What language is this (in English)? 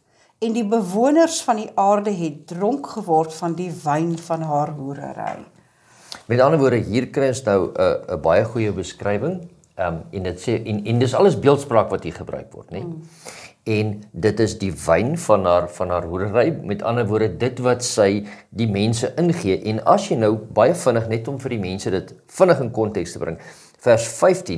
Afrikaans